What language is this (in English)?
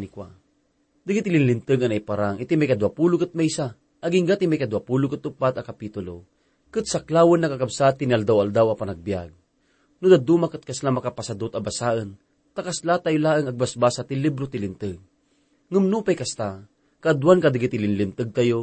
Iloko